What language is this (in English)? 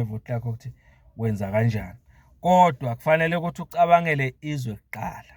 Zulu